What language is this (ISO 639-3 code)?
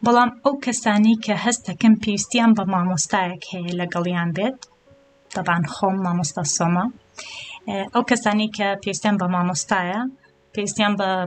ckb